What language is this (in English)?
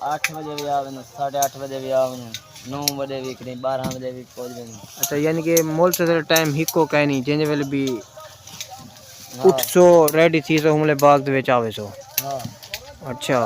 Saraiki